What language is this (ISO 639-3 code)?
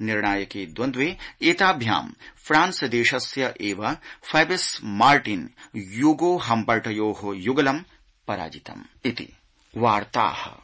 san